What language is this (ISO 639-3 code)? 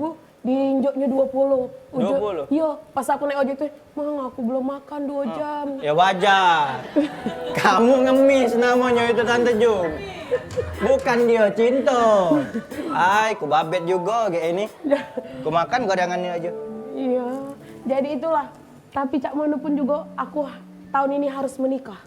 mui